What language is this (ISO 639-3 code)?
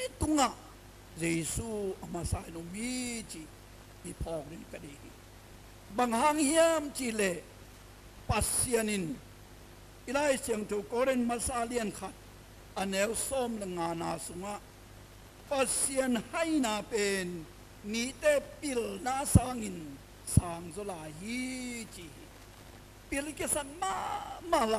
ctd